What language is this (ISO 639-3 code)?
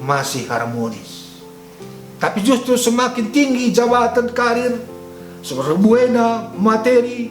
btx